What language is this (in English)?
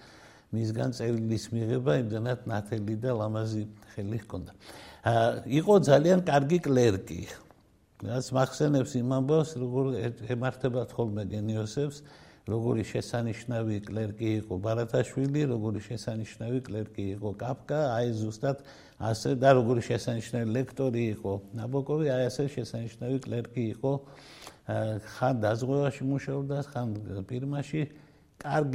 Georgian